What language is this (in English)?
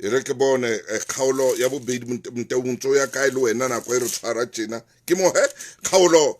Southern Sotho